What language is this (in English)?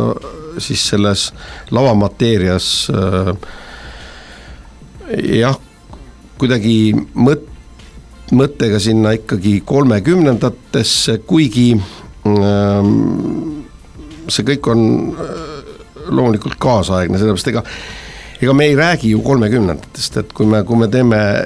Estonian